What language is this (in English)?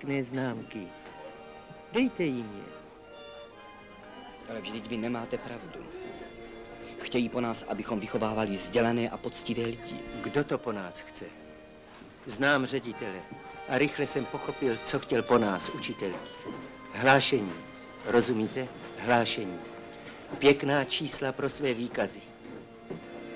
Czech